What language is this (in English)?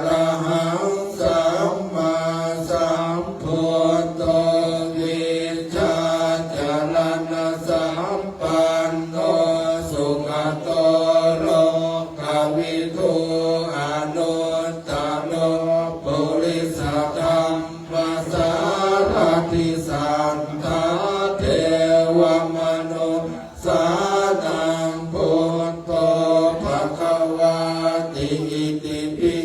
Pali